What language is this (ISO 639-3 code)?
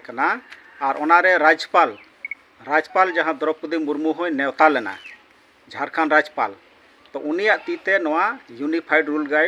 sat